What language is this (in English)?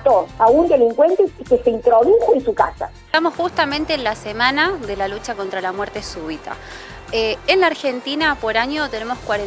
Spanish